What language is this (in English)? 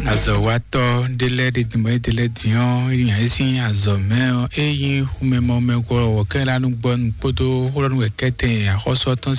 Fon